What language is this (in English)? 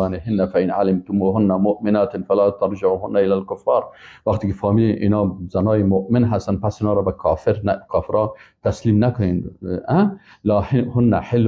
Persian